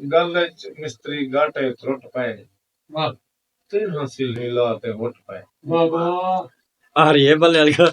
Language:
Saraiki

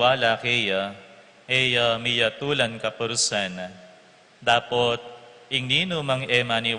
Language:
Pampanga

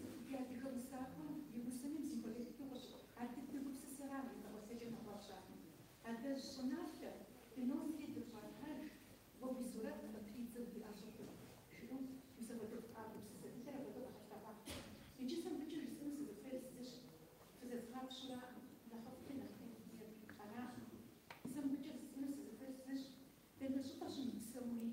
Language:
Kabardian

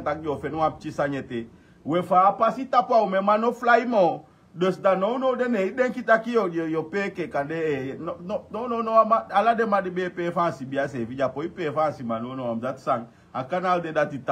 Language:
Sranan Tongo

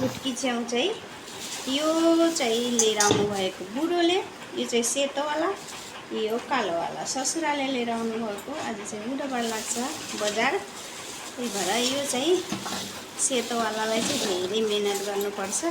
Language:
Nepali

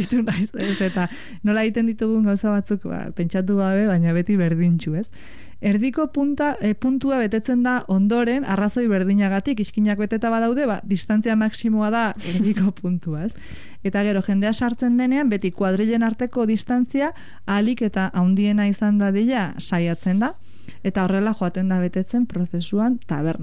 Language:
Basque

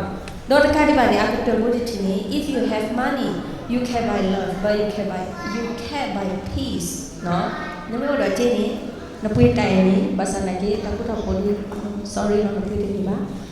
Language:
S'gaw Karen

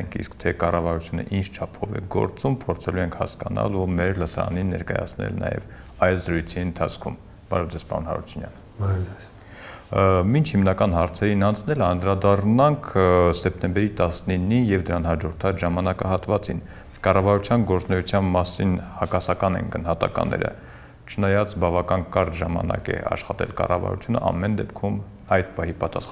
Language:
Armenian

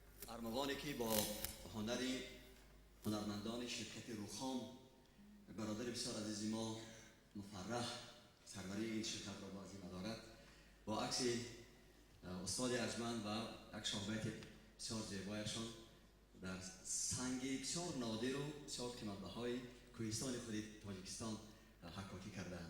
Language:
Tajik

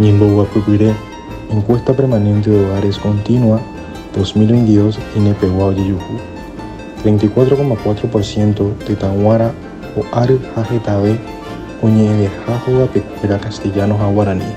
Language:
Guarani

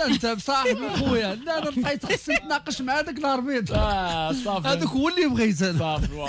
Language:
Moroccan Arabic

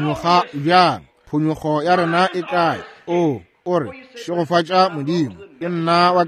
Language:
Northern Sotho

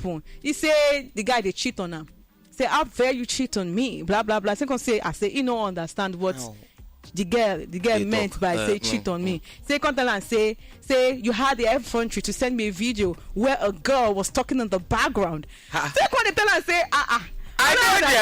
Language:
Nigerian Pidgin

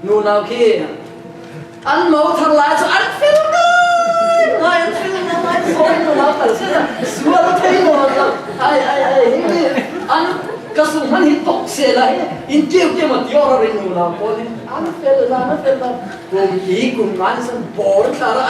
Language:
Falam Chin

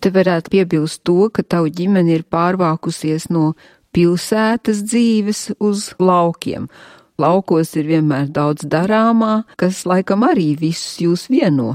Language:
Latvian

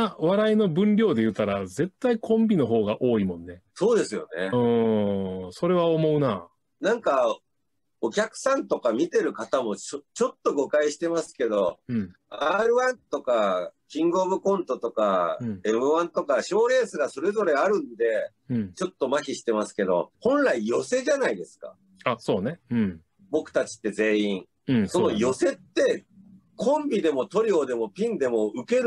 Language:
Japanese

